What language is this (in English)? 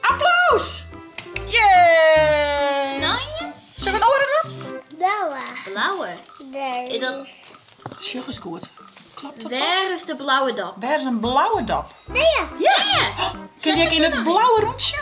Western Frisian